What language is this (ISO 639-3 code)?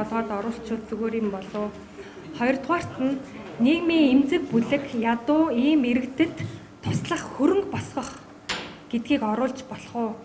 mon